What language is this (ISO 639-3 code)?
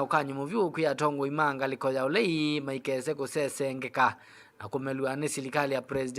kam